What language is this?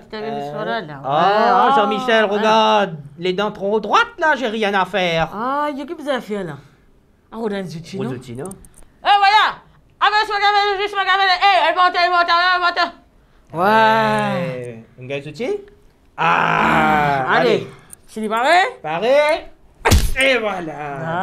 Morisyen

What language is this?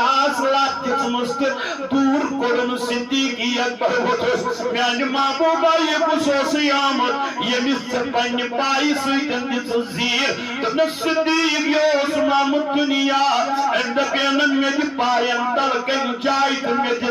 Kashmiri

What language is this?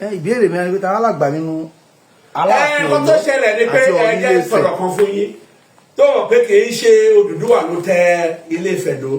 Yoruba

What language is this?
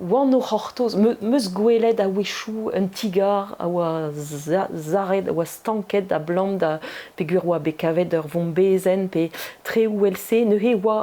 Breton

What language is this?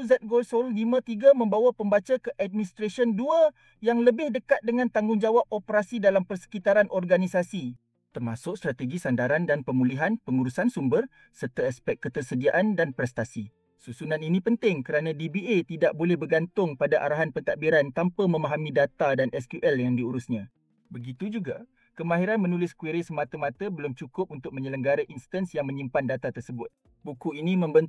Malay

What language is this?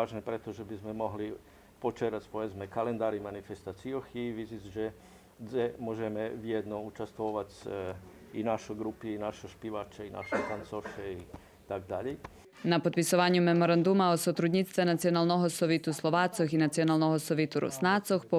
Rusyn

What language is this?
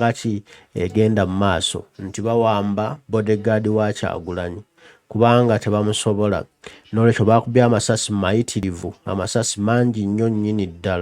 Ganda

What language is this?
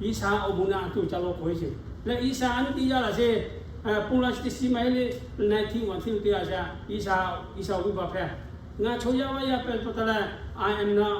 Lahu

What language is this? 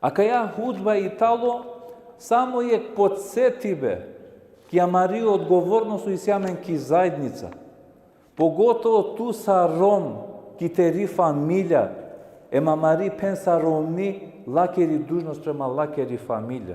Balkan Romani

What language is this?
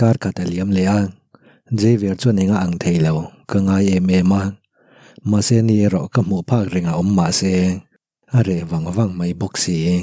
Mizo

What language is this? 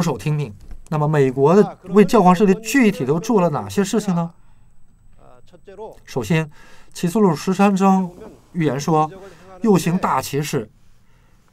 Chinese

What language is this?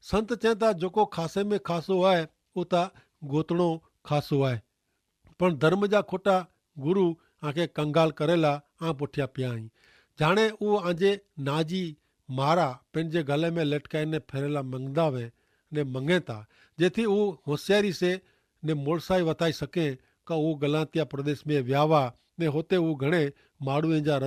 Kachhi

